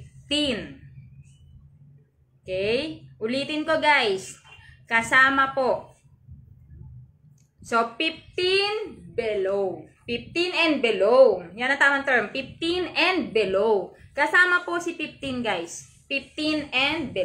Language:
Filipino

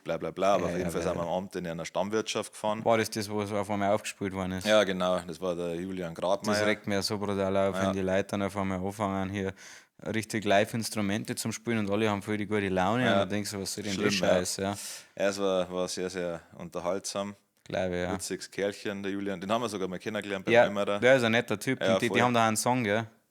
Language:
Bavarian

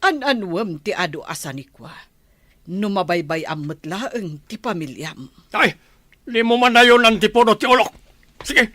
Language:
Iloko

